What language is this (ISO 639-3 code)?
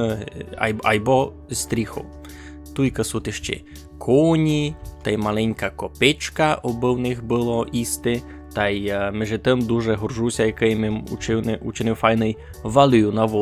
rue